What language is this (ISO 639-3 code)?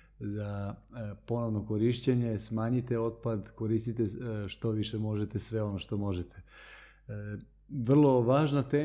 srp